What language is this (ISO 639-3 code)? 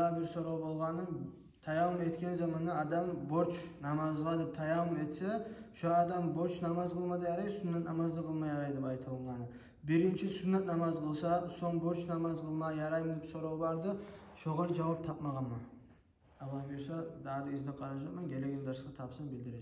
kum